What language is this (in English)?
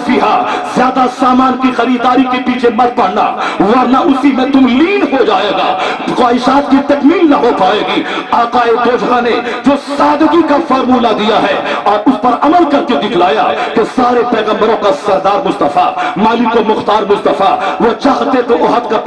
Urdu